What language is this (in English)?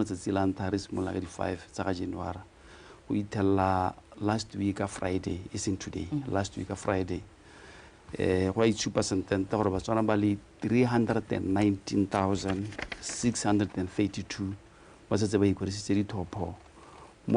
Tswana